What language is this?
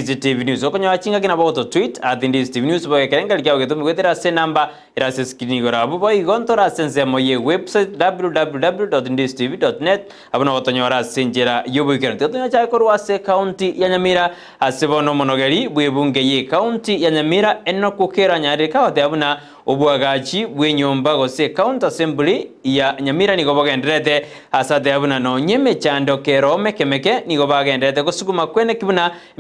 Gusii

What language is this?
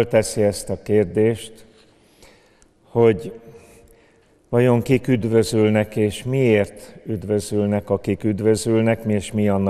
Hungarian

